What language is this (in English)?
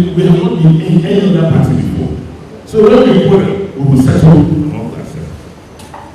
Nigerian Pidgin